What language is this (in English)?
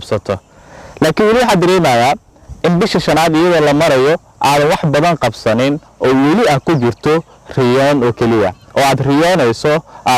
Somali